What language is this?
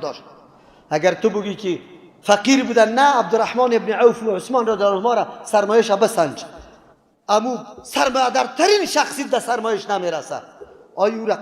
Persian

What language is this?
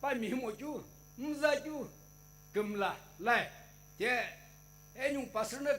Sumi Naga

